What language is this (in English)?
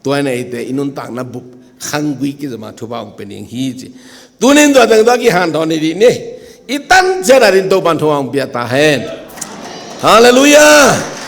Tedim Chin